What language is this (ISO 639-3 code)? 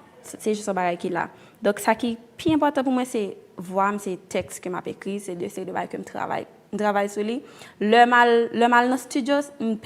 hat